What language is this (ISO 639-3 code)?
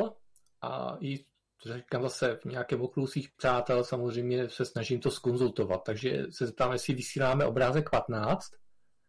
ces